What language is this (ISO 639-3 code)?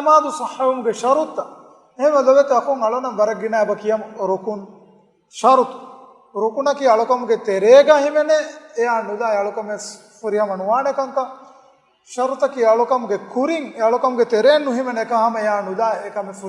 div